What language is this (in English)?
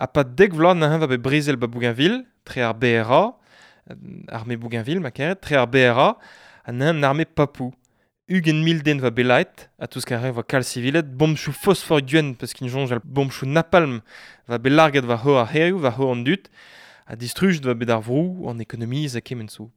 Breton